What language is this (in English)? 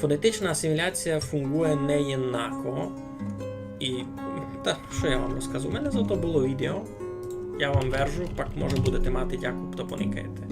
Rusyn